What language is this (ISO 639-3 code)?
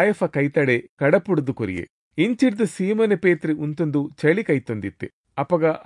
tcy